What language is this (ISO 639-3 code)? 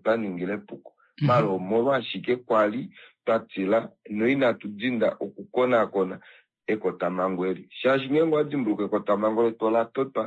kua